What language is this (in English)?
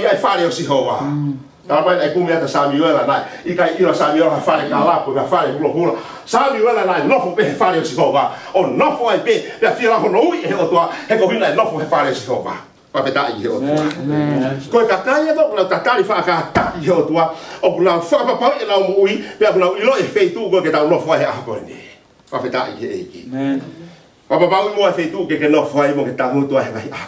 Tongan